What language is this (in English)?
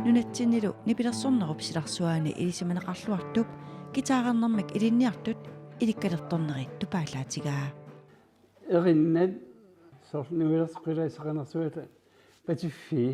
Kalaallisut